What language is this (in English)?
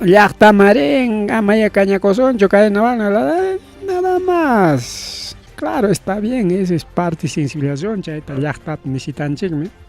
Ayacucho Quechua